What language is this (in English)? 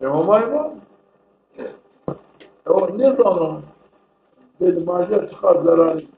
Zaza